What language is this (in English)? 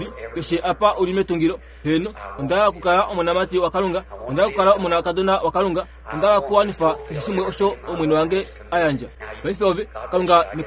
Kuanyama